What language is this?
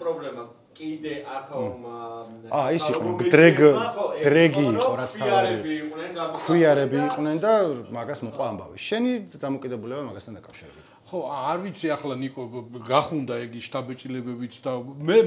Georgian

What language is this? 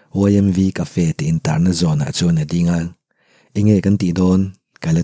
Mizo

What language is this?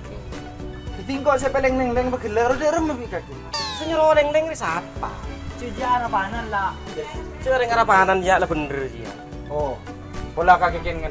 Madurese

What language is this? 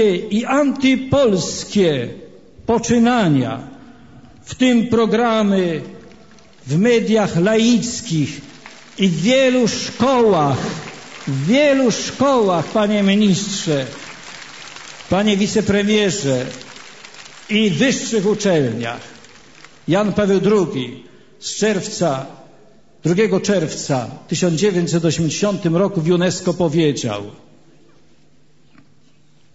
Polish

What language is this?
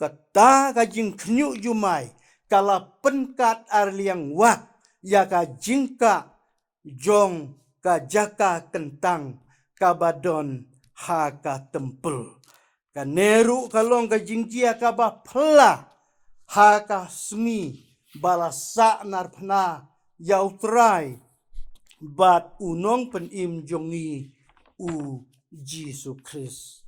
Khasi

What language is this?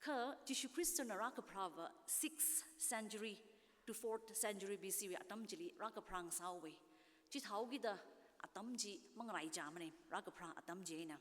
Tangkhul Naga (India)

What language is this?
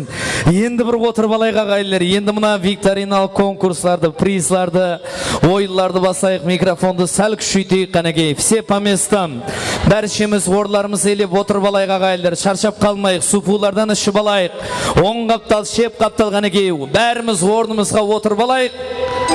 Kara-Kalpak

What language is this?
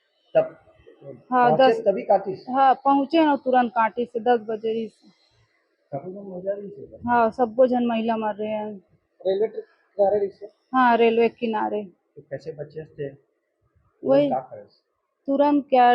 Chhattisgarhi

